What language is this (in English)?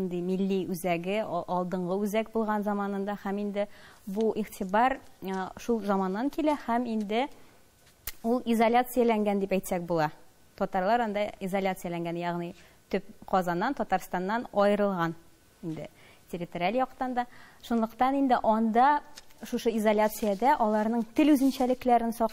Tatar